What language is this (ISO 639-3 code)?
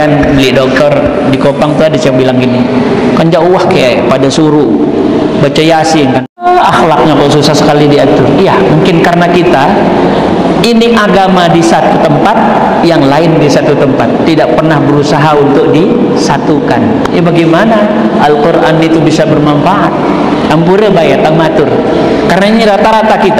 sas